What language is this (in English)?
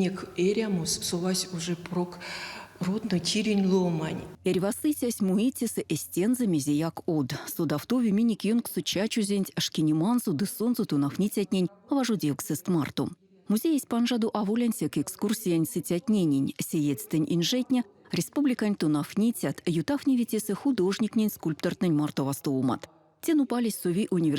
Erzya